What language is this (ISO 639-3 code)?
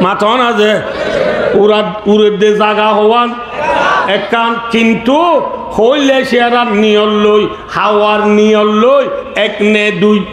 rhg